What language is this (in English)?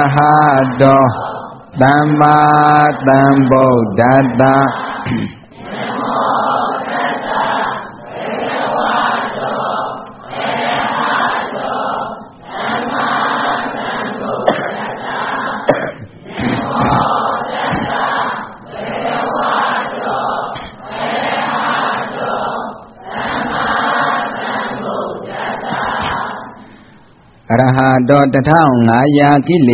Burmese